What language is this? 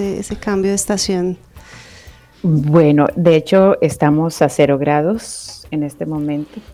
Spanish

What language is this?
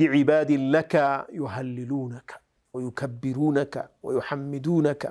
Amharic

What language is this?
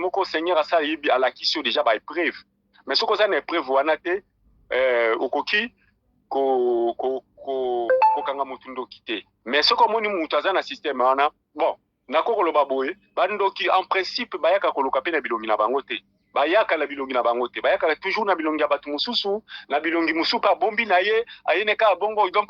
Lingala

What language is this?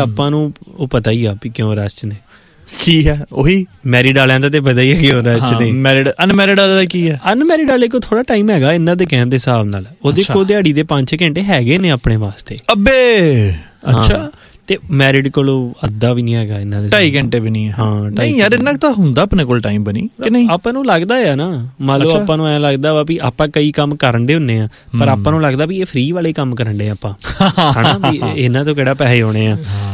Punjabi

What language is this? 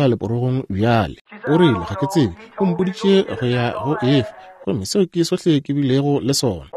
Northern Sotho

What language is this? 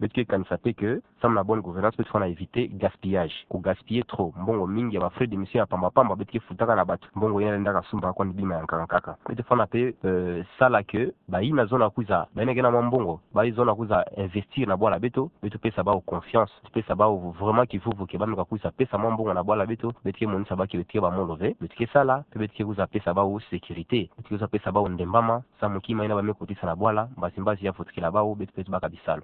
Kituba (Democratic Republic of Congo)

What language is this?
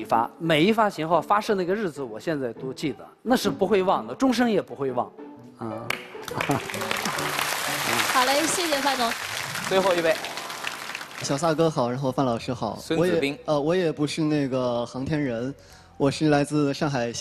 Chinese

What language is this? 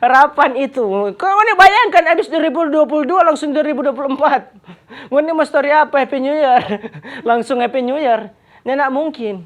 Manado Malay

